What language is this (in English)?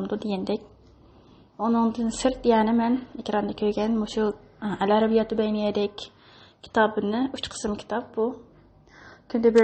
Uyghur